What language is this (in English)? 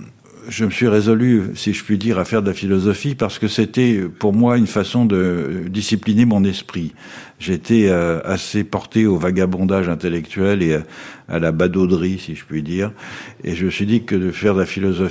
French